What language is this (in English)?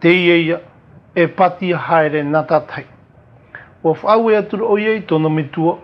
Tahitian